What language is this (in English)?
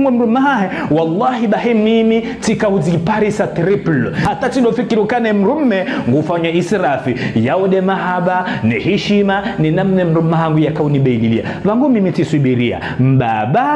Ngazidja Comorian